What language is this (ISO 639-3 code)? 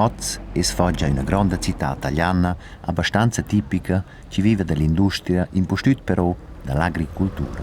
roh